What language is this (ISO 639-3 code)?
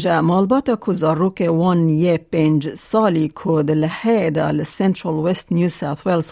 kur